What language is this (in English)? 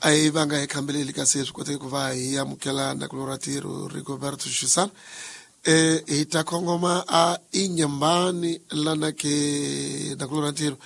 Tsonga